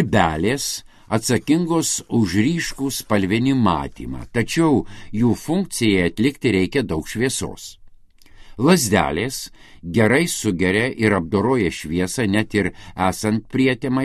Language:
Lithuanian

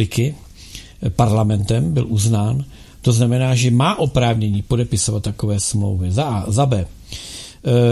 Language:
Czech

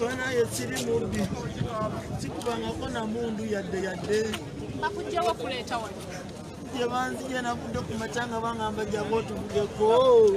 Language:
Ganda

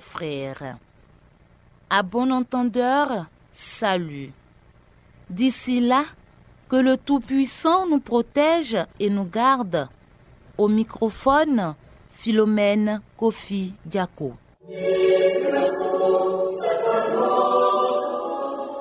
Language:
French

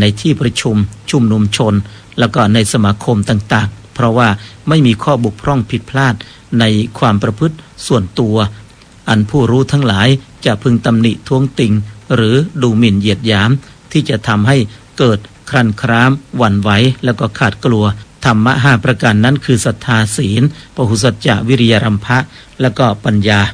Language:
Thai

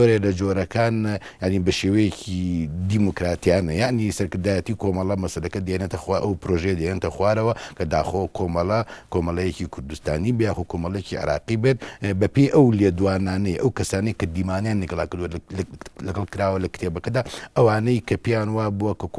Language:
Central Kurdish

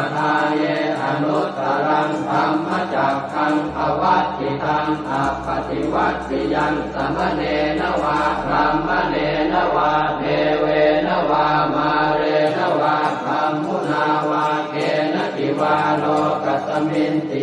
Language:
Pali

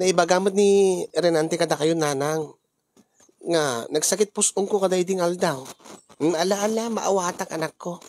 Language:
Iloko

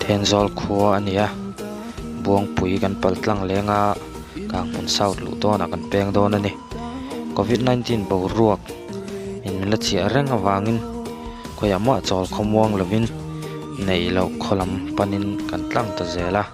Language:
Mizo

